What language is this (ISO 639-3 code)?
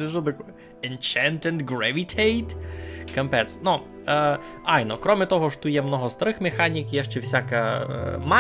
rue